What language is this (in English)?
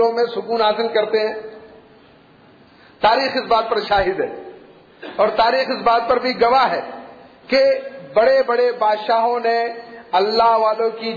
Urdu